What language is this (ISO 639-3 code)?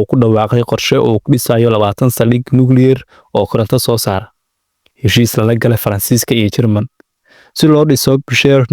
som